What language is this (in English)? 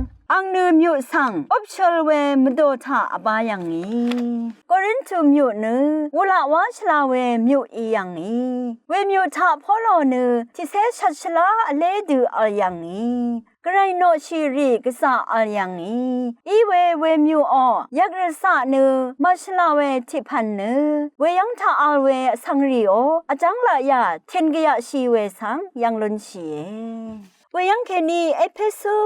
Rawang